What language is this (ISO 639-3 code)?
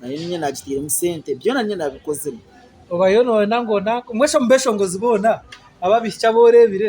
nyn